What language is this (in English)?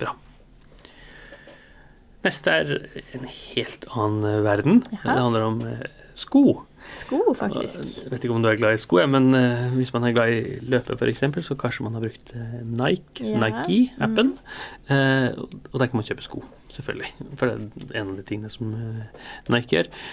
Norwegian